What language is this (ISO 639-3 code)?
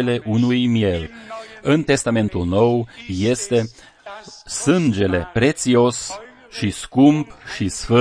ron